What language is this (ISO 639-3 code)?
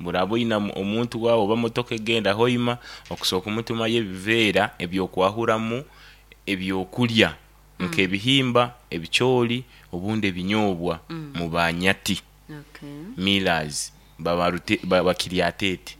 nyn